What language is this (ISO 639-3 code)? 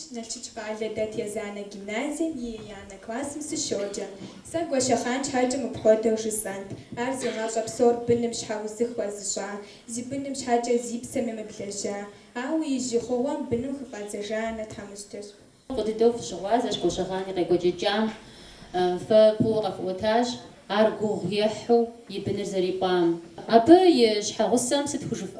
kbd